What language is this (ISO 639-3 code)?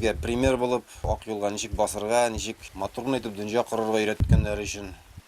bak